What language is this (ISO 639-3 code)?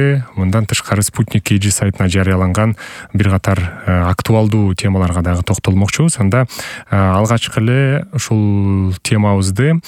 kir